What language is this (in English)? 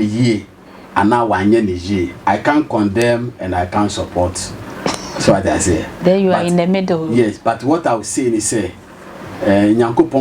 Akan